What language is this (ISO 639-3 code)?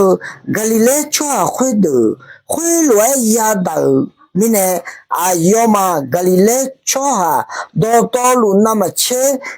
ahk